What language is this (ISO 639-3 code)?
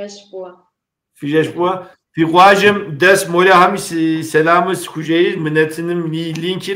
kbd